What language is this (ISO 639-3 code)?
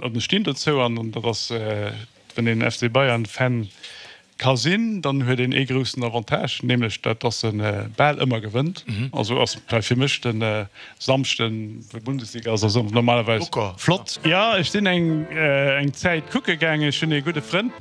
ltz